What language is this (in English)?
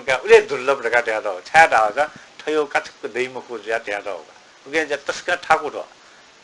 Newari